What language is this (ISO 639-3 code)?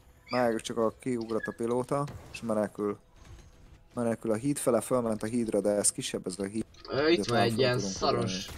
hun